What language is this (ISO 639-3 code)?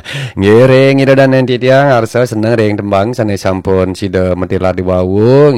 ban